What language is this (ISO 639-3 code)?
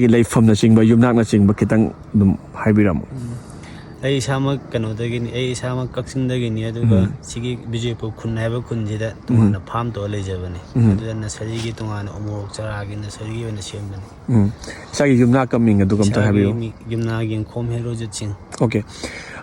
mni